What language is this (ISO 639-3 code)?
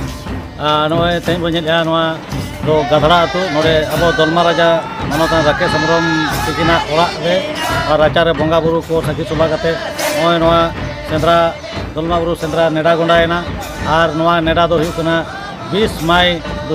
sat